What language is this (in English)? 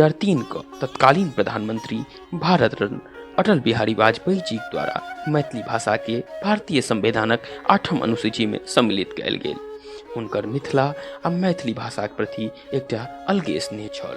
Maithili